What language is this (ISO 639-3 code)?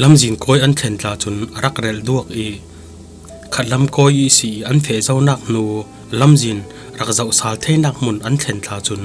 cfm